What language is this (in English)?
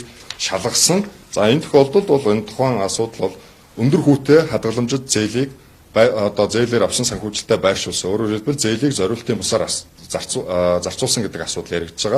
Mongolian